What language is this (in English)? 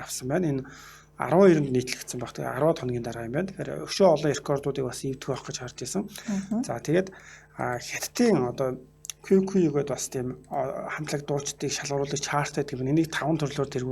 Mongolian